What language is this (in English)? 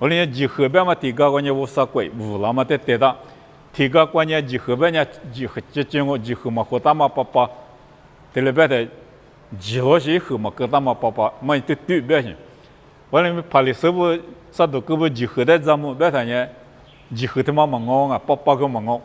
Lisu